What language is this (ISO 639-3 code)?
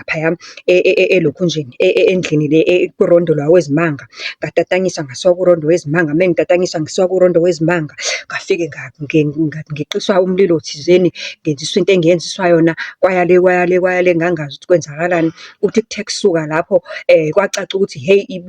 zul